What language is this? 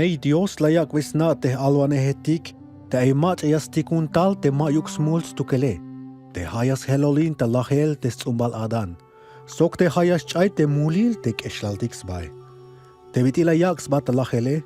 Tzeltal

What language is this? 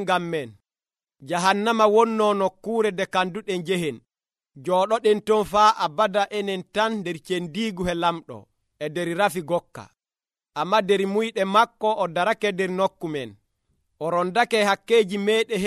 Nigerian Fulfulde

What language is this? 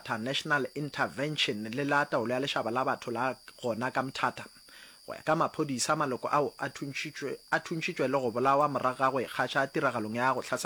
Northern Sotho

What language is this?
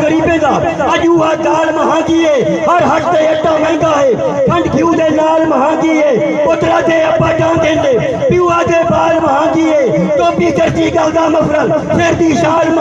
Saraiki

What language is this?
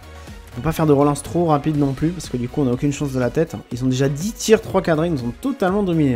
French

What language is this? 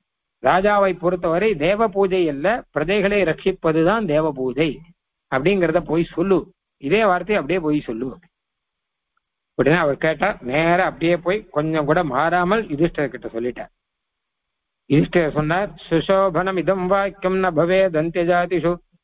Tamil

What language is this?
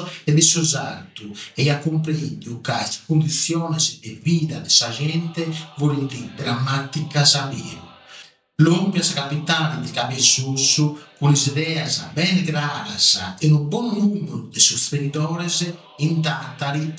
Sardinian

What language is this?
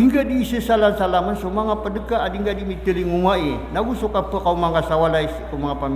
Maranao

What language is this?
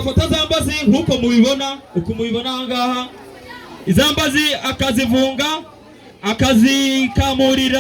Kinyarwanda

